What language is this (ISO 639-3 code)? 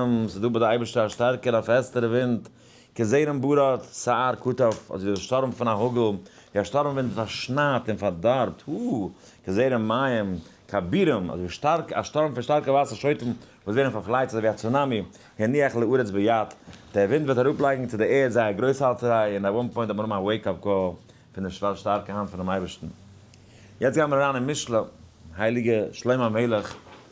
yid